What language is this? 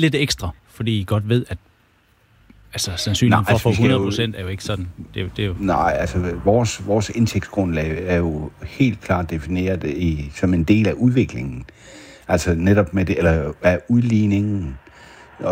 Danish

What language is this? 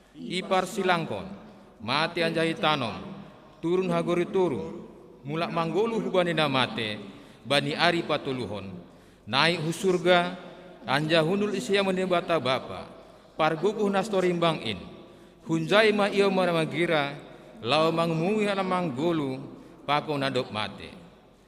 Batak Simalungun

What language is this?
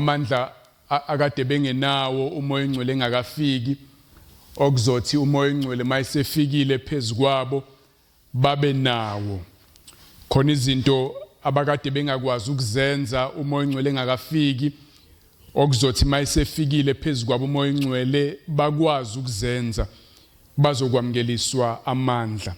Zulu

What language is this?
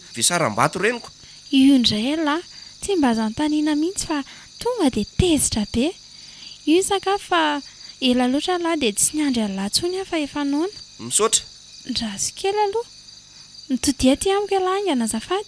Malagasy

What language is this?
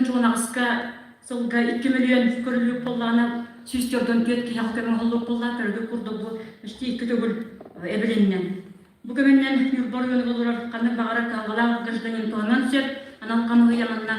Yakut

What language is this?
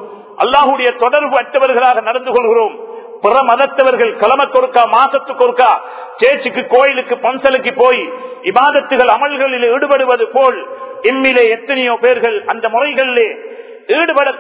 Tamil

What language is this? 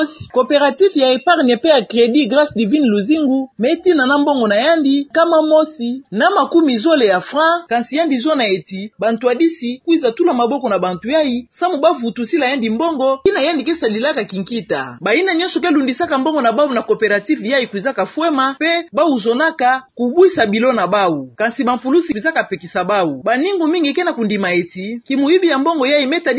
Kituba (Democratic Republic of Congo)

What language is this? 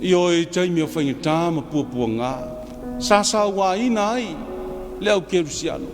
Samoan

